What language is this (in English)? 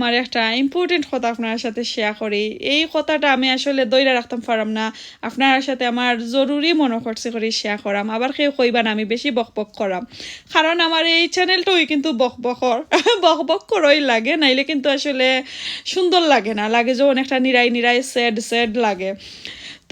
Sylheti